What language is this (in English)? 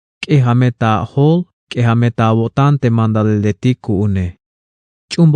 Tzeltal